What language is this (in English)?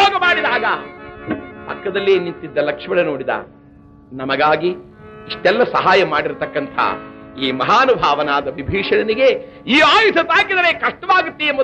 Kannada